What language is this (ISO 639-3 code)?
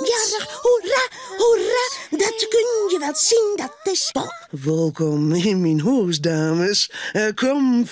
fry